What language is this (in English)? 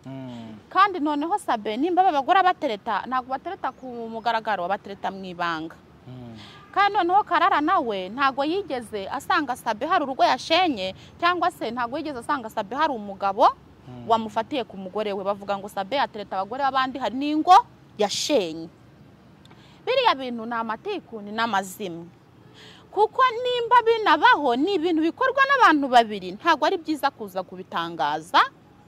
Kinyarwanda